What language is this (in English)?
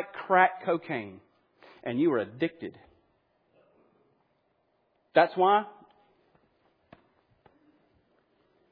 English